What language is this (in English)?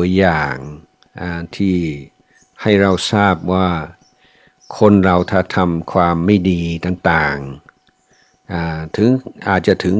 Thai